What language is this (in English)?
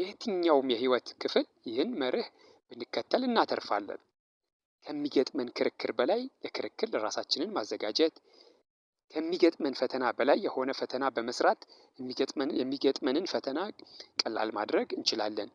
Amharic